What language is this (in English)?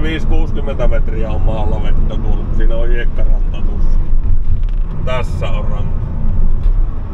Finnish